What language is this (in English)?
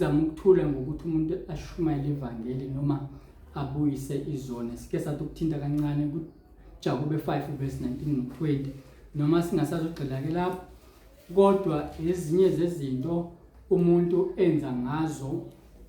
Zulu